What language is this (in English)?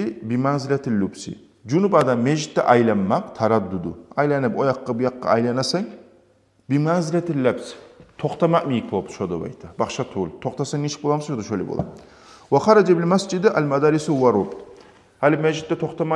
Kumyk